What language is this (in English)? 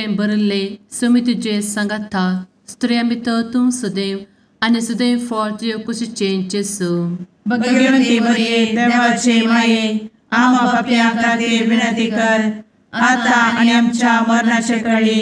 Konkani